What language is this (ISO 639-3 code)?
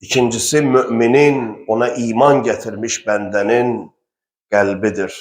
aze